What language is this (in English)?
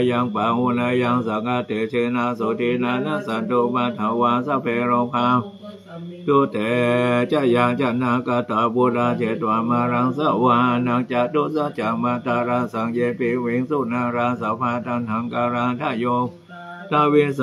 Pali